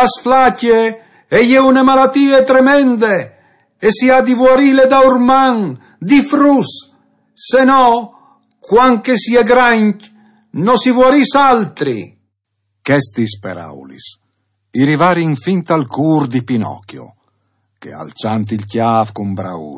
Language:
Friulian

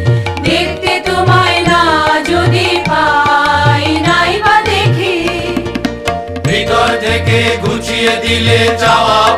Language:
Bangla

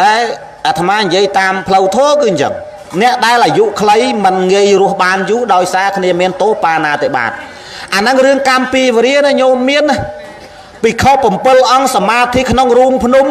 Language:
Khmer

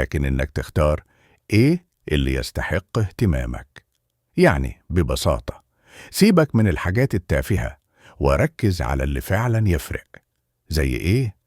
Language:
Egyptian Arabic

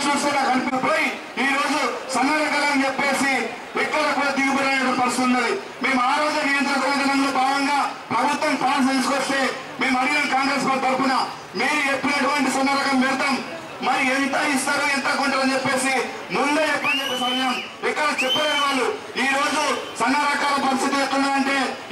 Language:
Telugu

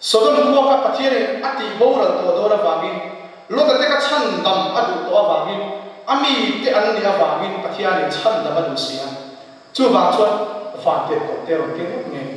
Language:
Mizo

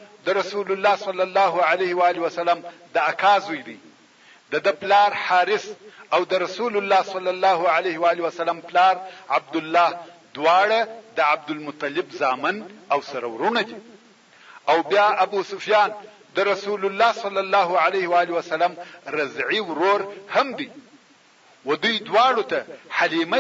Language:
Pashto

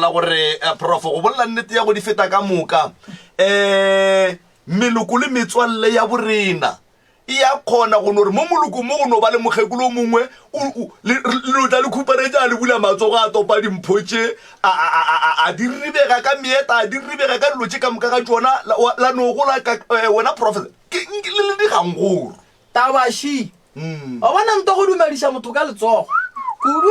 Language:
Northern Sotho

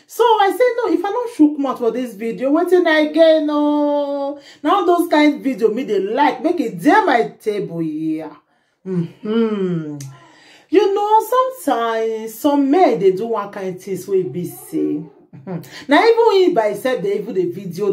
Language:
Nigerian Pidgin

